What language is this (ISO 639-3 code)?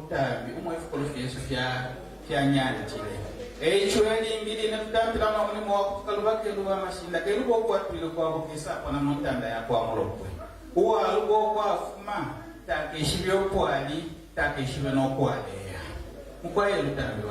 bem